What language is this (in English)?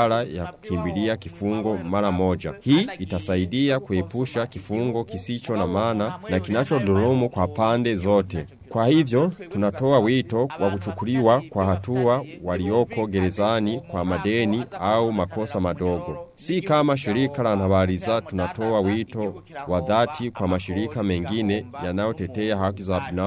Swahili